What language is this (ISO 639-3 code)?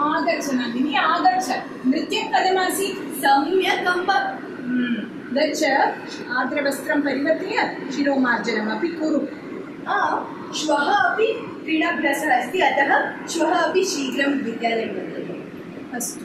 san